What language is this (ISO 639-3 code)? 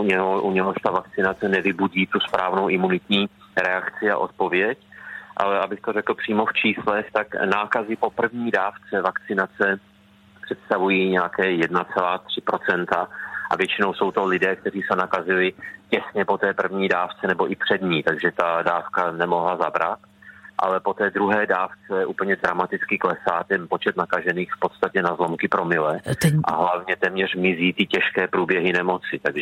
ces